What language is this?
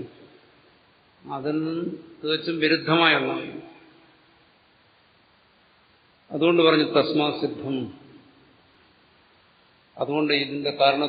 Malayalam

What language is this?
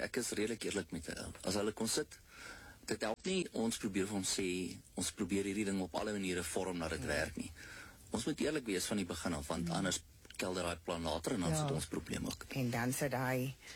Afrikaans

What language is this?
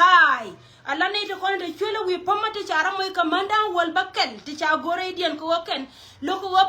Nuer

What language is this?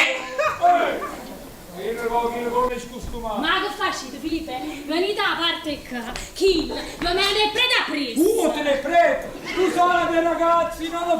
Neapolitan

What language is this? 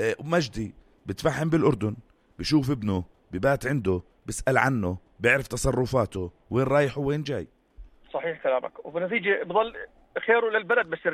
North Levantine Arabic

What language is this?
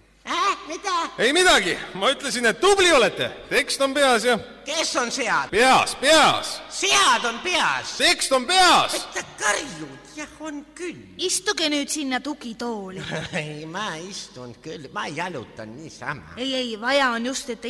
Estonian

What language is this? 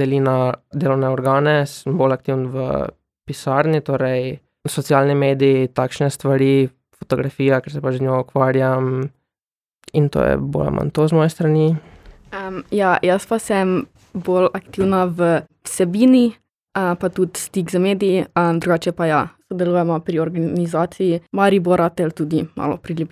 Slovenian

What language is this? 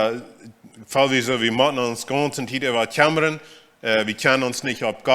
Plautdietsch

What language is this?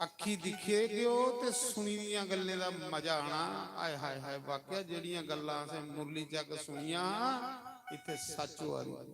Dogri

